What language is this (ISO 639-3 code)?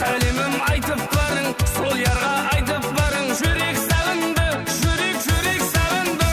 kaa